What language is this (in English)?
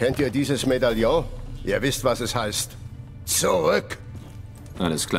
German